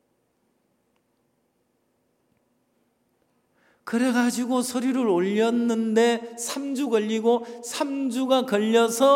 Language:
Korean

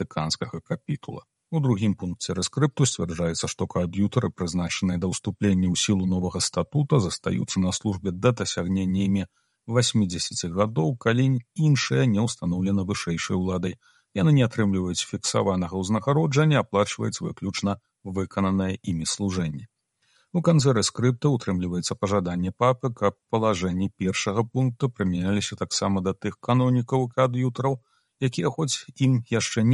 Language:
Belarusian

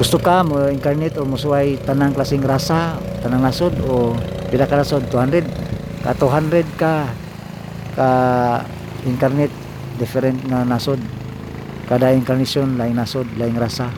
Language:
Cebuano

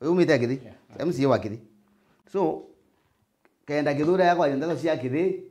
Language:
Meru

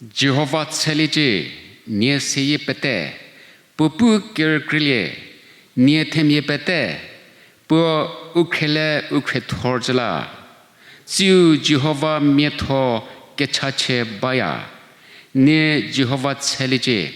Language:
Angami Naga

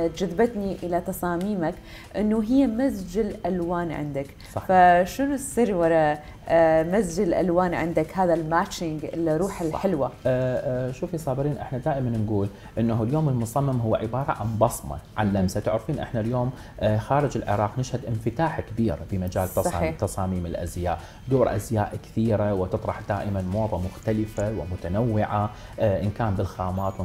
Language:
Mesopotamian Arabic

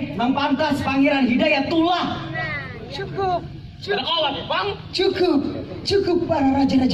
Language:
Banjar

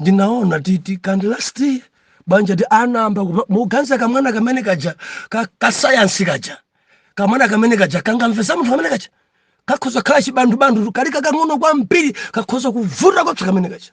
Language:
Nyanja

